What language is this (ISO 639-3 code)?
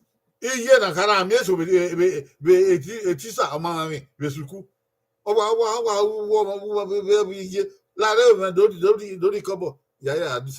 bin